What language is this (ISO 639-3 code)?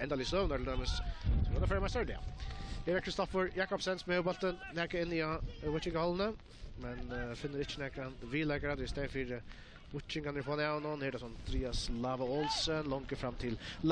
fao